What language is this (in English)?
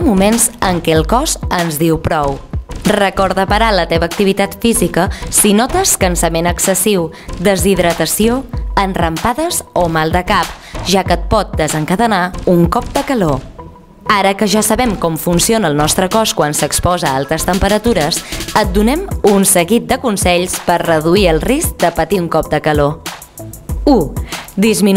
Catalan